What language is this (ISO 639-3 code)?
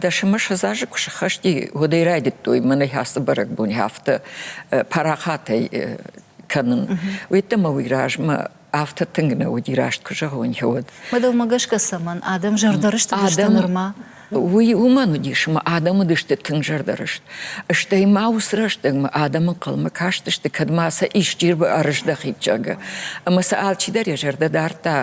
oss